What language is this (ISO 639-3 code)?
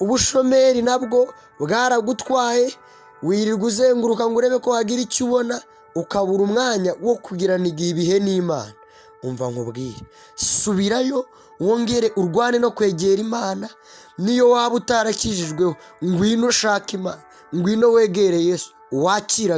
kin